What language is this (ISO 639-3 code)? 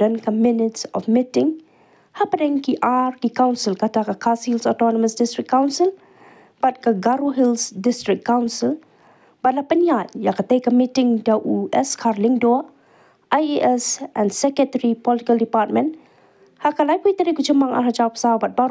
kha